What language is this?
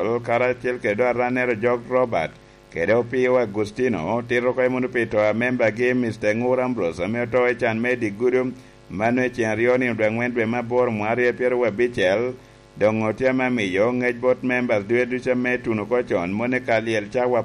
Lango (Uganda)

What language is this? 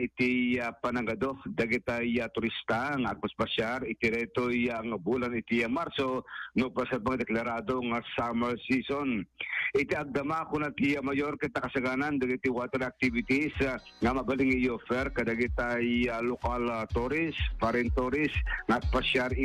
Iloko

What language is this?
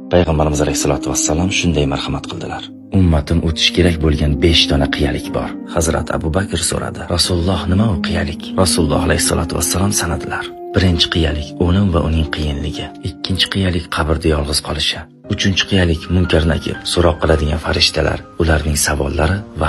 Uzbek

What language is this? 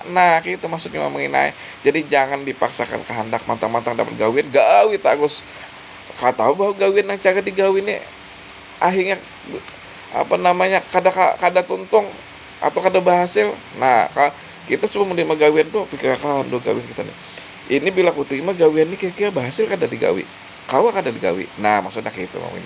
Banjar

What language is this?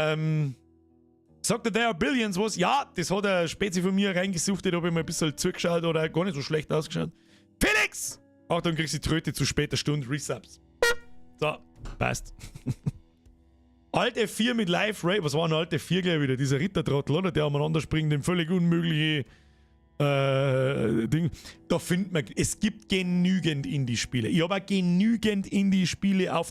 Bavarian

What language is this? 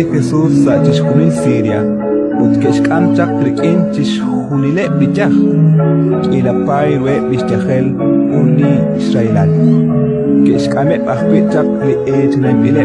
Kekchí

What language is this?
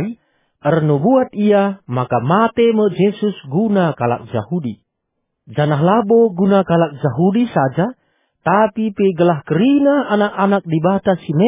Batak Karo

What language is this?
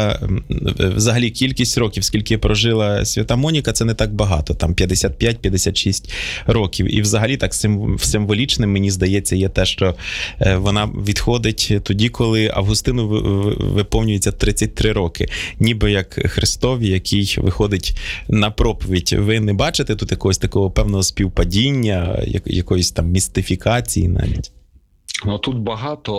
Ukrainian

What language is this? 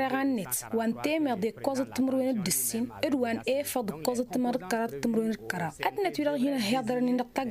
Tamasheq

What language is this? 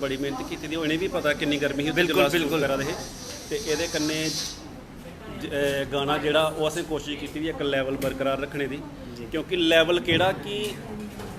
Dogri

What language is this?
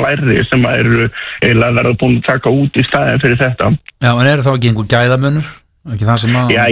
Icelandic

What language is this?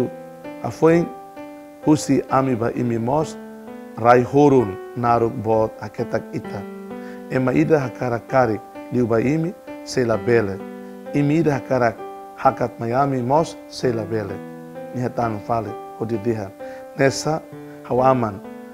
Tetum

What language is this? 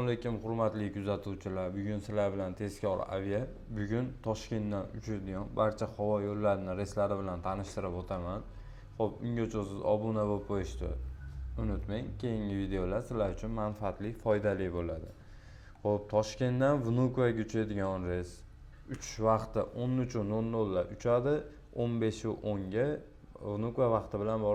Uzbek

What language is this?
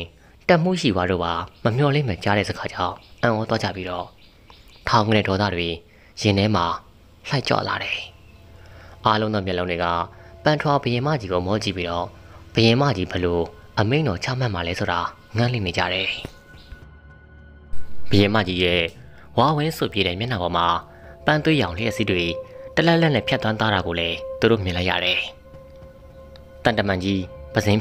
Burmese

